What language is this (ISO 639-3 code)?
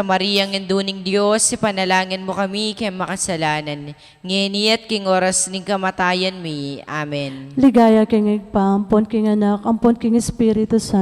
pam